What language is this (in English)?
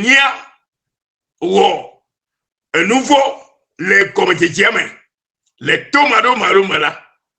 Ewe